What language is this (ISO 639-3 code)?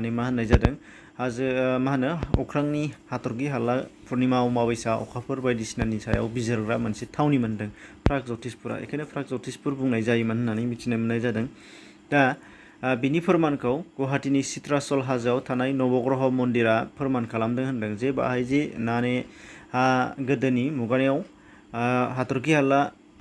brx